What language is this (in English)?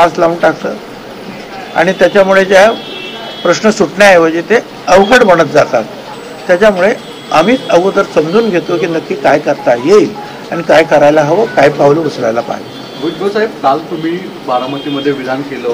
Marathi